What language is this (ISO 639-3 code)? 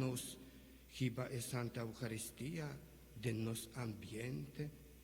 pap